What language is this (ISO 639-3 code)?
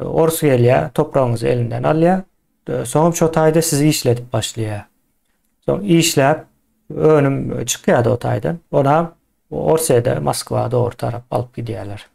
tuk